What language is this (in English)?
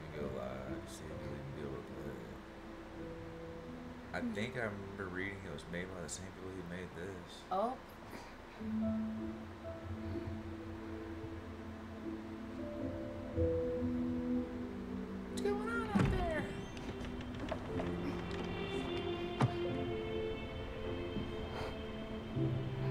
English